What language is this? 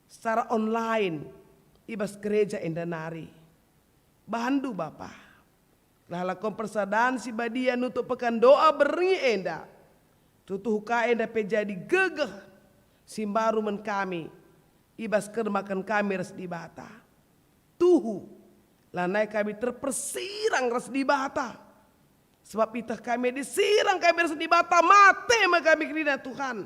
Batak Karo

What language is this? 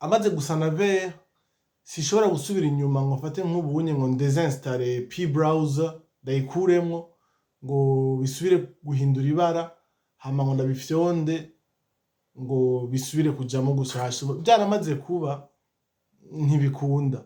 Rundi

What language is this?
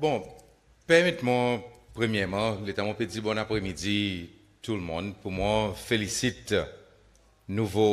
Seselwa Creole French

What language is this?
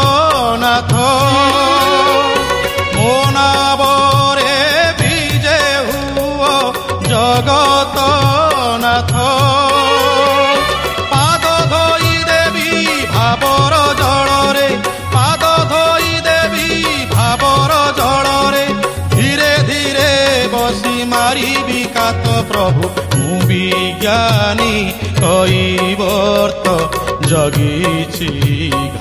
Odia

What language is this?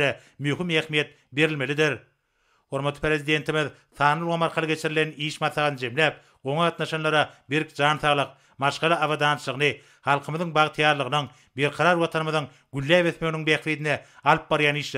Turkmen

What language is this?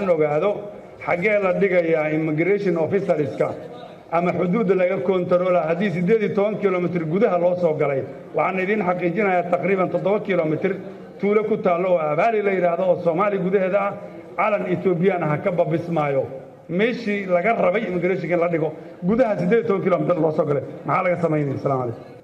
Somali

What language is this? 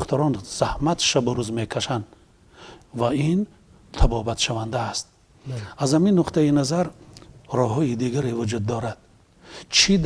Tajik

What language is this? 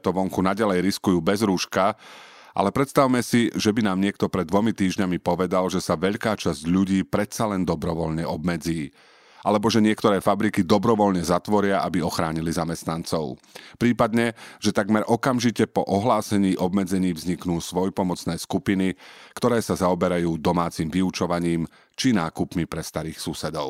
Slovak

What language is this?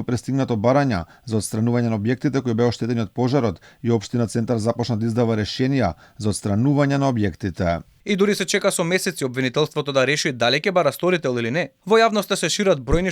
Macedonian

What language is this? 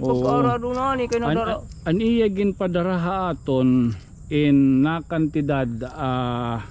Waray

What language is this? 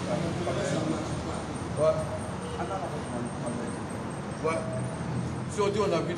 French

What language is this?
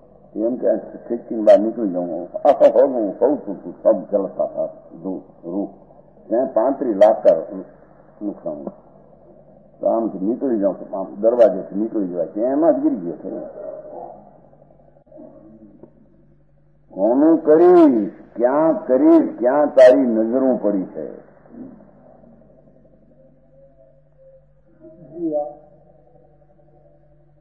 Gujarati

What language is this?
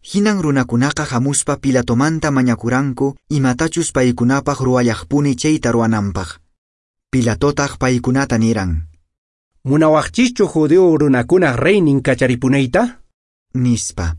Quechua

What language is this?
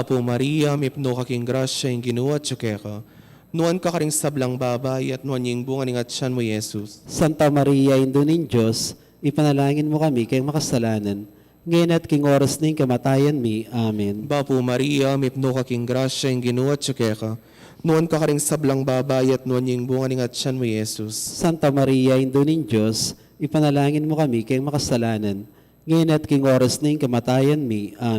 Pampanga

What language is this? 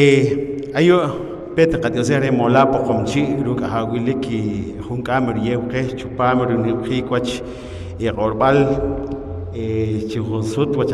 Poqomchi'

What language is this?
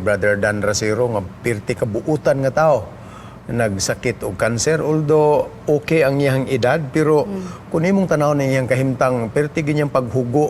Cebuano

